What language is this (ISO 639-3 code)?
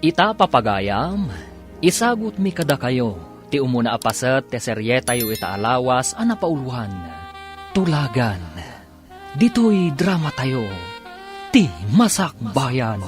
ilo